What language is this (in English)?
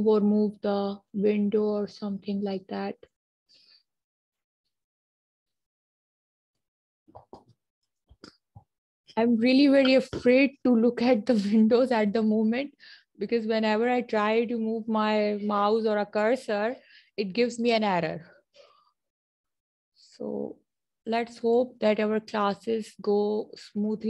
English